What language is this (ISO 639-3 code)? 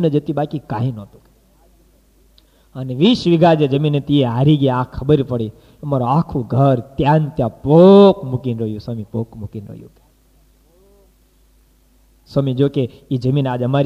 guj